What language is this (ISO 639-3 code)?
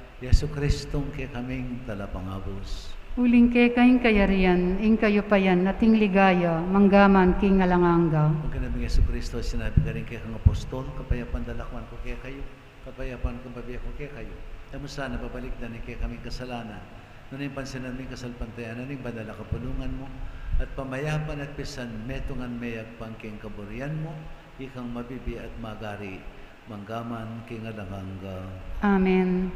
pam